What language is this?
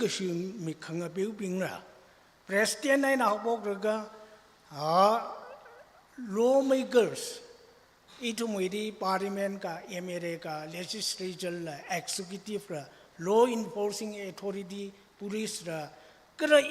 Tangkhul Naga (India)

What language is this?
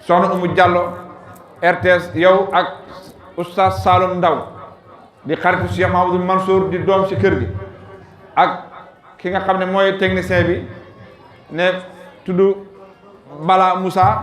Wolof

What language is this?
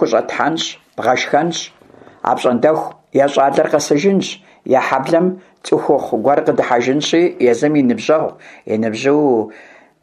Kabardian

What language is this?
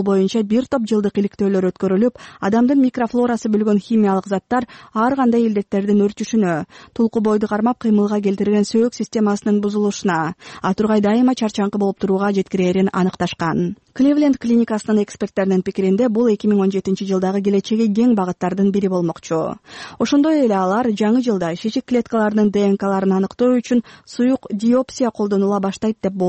Kyrgyz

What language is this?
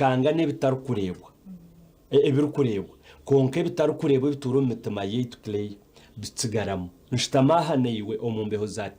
Nyankole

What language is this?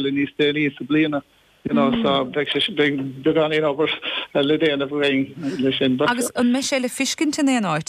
Irish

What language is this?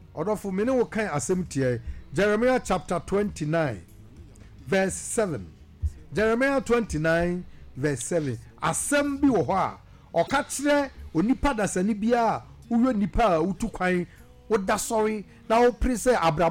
Akan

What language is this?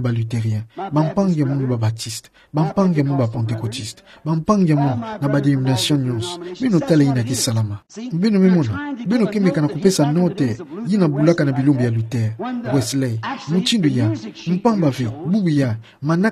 Kituba (Democratic Republic of Congo)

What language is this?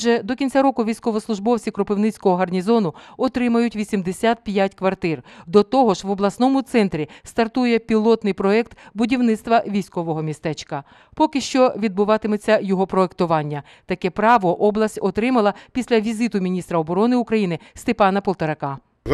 Ukrainian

